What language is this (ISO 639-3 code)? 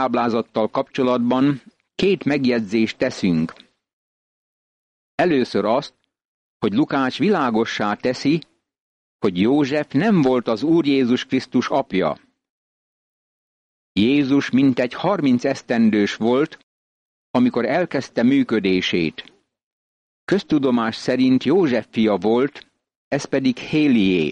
hun